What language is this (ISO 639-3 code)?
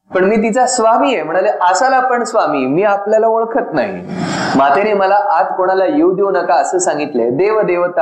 mar